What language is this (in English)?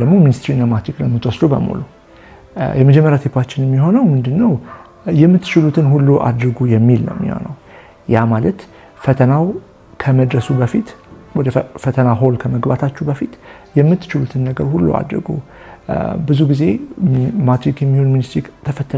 Amharic